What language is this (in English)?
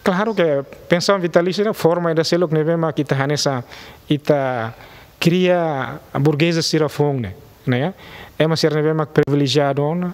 Tetum